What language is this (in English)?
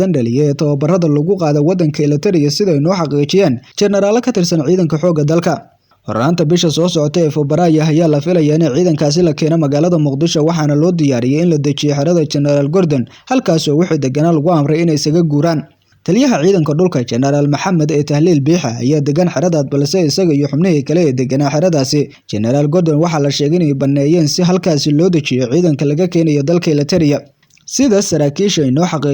Somali